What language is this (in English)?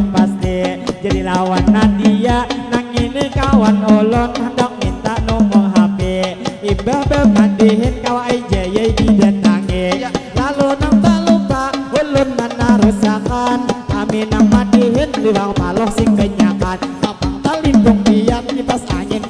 Banjar